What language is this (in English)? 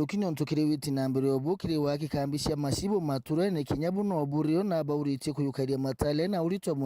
Meru